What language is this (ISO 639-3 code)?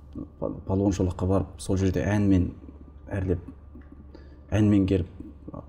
kaz